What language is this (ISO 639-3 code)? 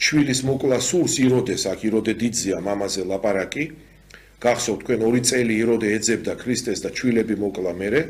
kat